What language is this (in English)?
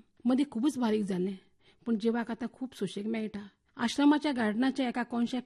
Konkani